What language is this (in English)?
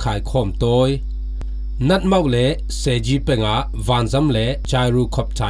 Falam Chin